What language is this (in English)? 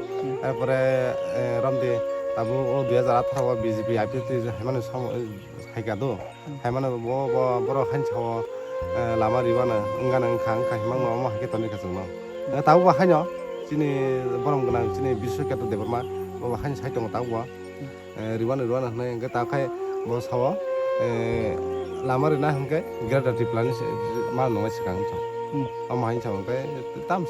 Kok Borok